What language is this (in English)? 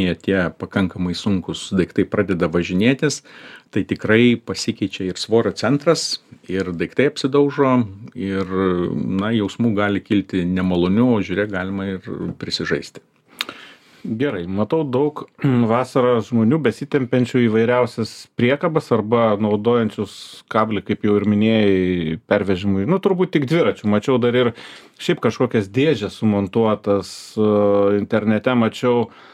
Lithuanian